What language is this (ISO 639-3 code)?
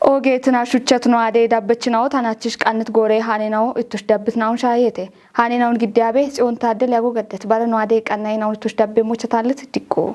kbr